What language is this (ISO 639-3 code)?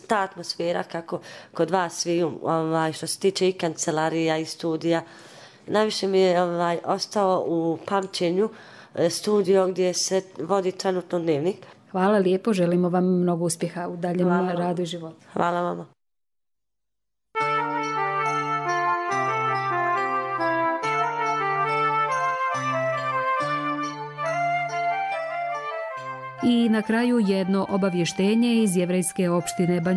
bos